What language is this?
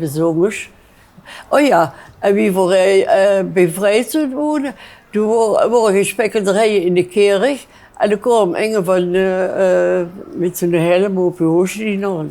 Limburgish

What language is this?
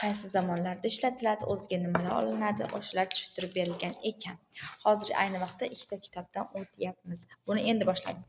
Uzbek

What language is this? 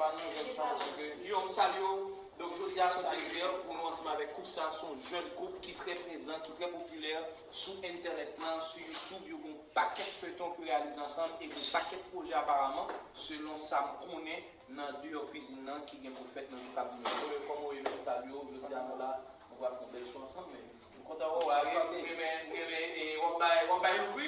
Haitian Creole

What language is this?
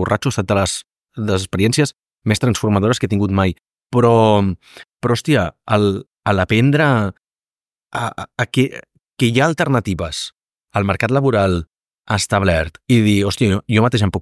Catalan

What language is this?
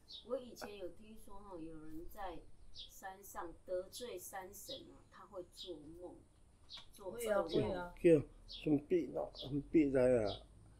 Taroko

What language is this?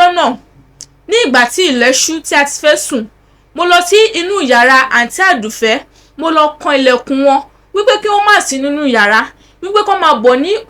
Yoruba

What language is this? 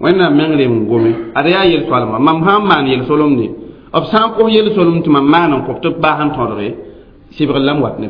Mossi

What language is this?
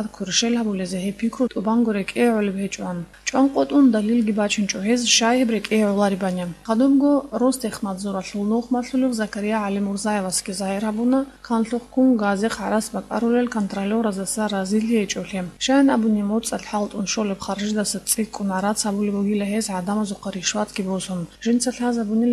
Avaric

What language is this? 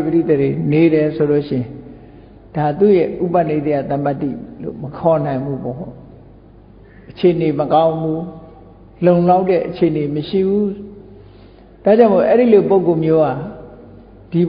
Burmese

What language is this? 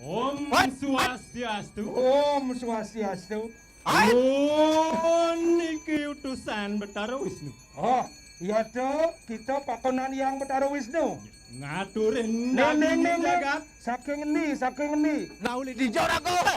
Balinese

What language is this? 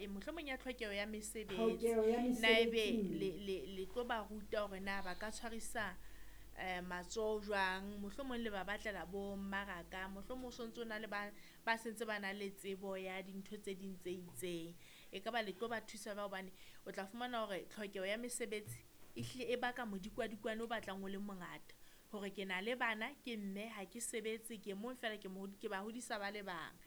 Southern Sotho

